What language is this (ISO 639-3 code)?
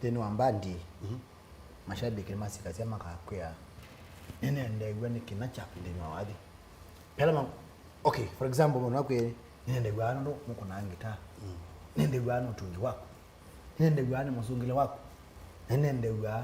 kam